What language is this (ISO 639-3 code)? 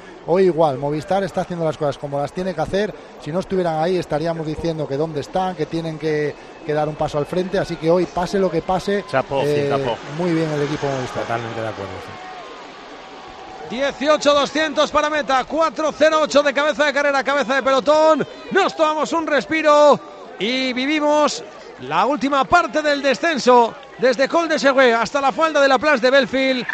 spa